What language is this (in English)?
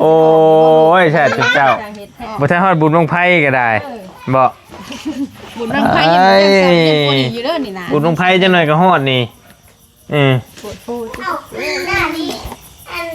Northeastern Thai